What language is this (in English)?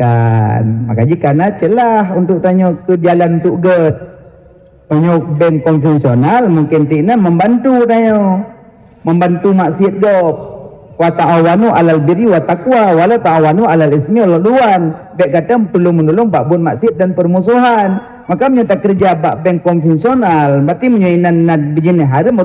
Achinese